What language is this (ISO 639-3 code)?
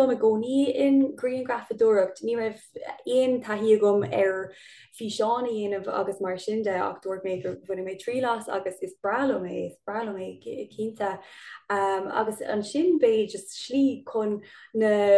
gle